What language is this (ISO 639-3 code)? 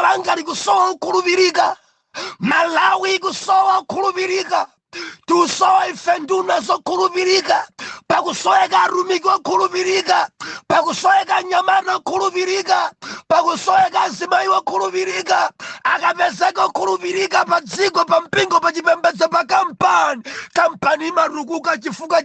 nya